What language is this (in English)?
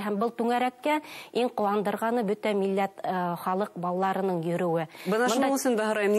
Bashkir